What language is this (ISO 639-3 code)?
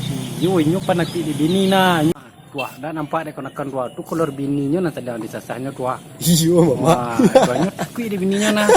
min